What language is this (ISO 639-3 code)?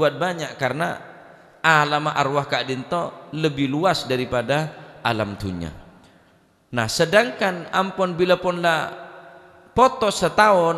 mad